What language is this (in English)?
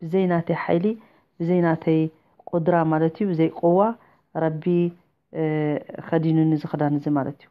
Tigrinya